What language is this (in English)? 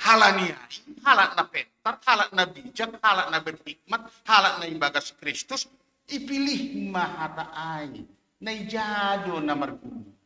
Batak Simalungun